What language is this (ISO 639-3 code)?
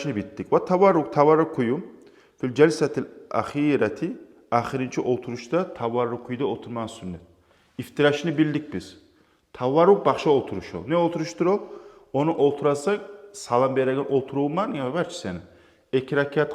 kum